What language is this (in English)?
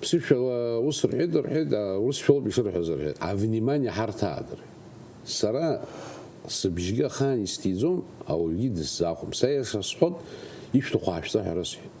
Abkhazian